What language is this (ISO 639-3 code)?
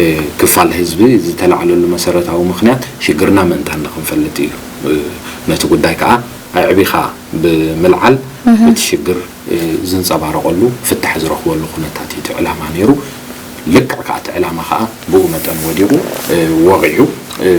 tir